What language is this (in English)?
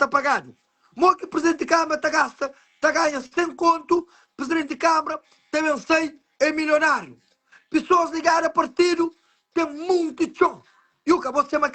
Kabuverdianu